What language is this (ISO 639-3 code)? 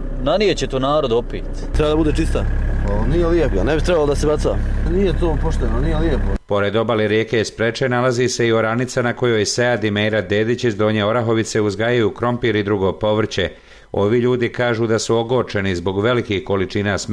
bos